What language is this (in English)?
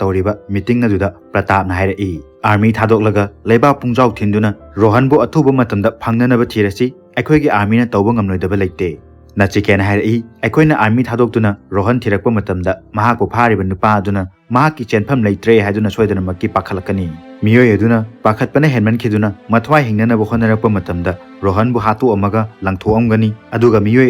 Manipuri